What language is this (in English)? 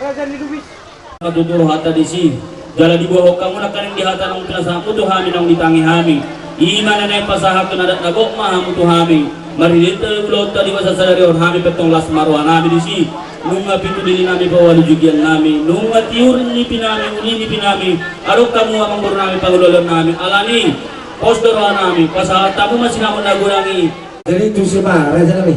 Batak Toba